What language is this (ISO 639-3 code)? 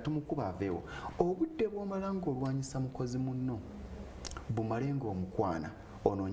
lug